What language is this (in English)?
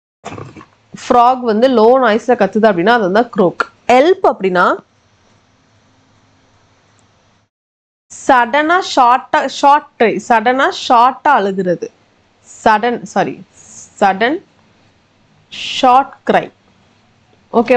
Tamil